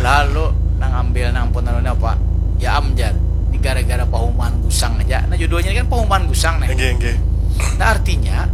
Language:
Banjar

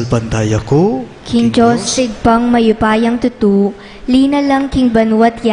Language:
Pampanga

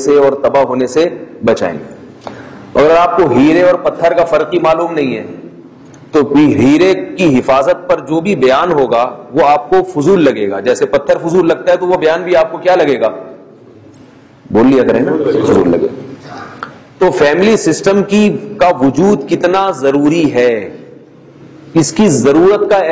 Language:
Urdu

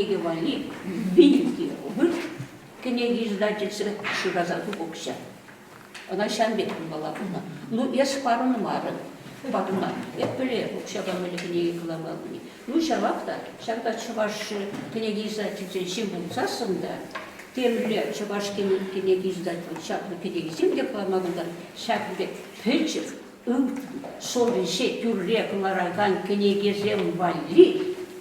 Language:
Chuvash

